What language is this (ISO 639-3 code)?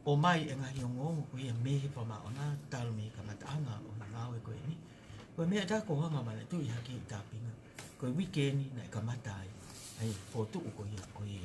ton